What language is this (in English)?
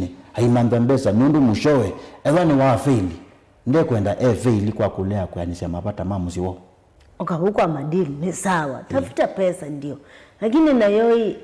Kamba